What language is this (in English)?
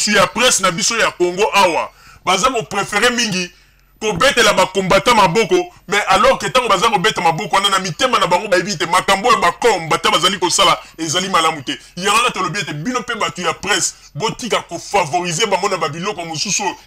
Lingala